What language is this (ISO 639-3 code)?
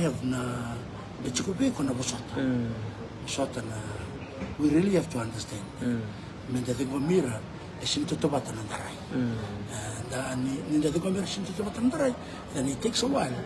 fij